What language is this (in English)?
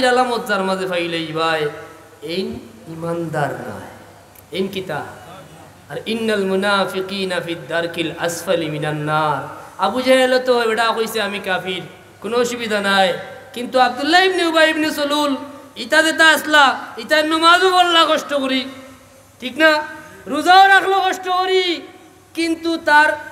Sylheti